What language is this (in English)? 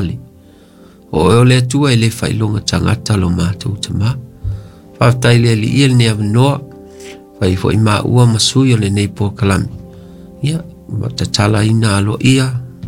Samoan